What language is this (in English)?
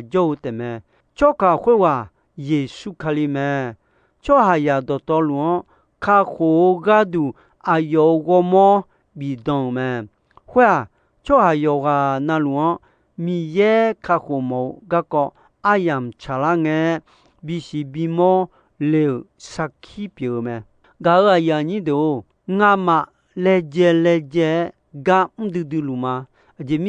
Akha